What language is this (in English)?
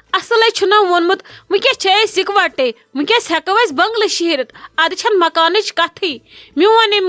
Kashmiri